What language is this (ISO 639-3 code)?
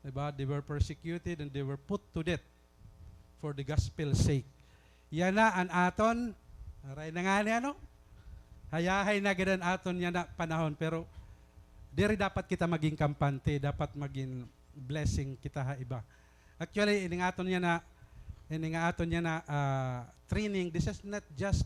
war